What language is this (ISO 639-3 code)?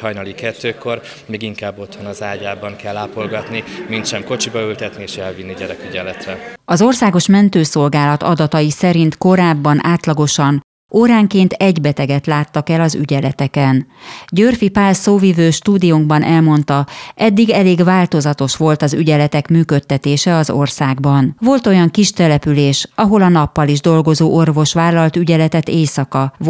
hun